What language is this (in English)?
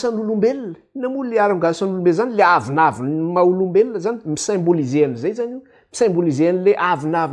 Malagasy